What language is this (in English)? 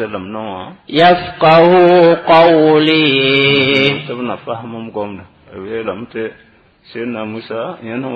Mossi